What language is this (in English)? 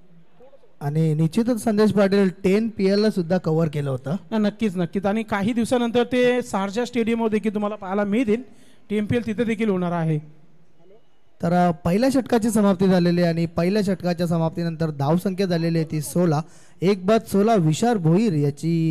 Marathi